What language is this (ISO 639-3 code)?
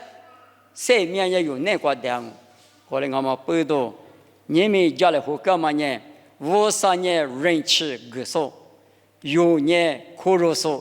lis